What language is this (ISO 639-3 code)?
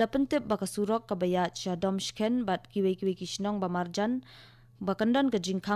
kha